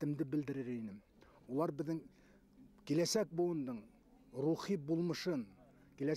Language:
Bashkir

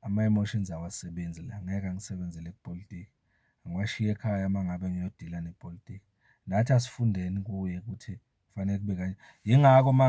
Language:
Zulu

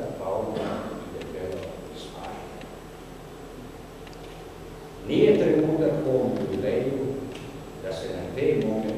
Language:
Serbian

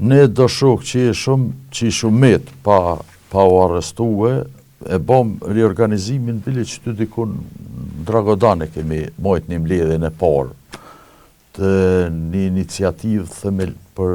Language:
Albanian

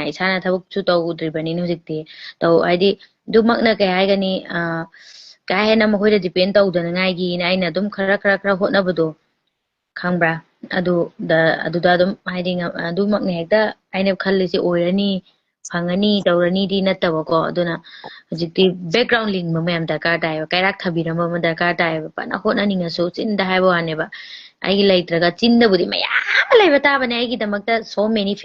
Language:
Manipuri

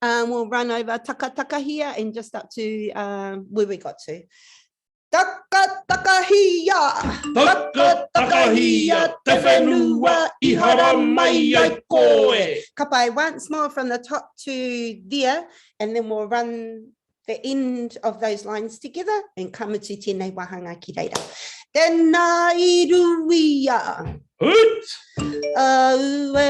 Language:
Māori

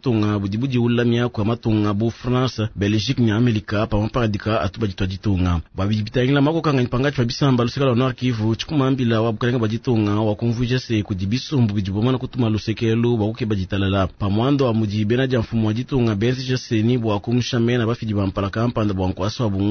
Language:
Luba-Lulua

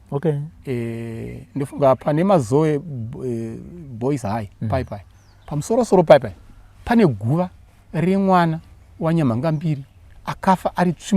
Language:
Shona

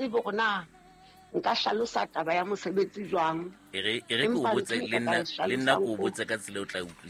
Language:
Southern Sotho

